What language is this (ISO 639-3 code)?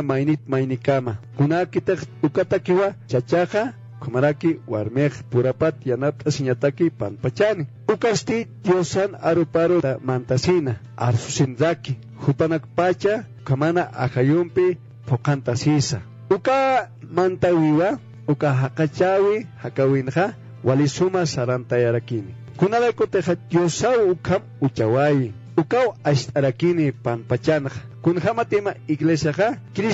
aym